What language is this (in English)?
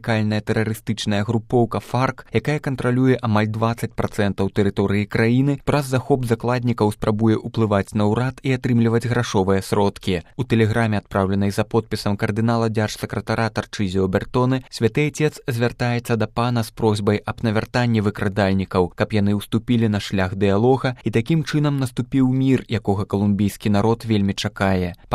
Belarusian